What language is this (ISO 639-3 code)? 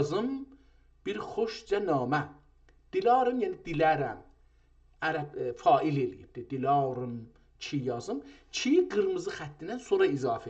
azb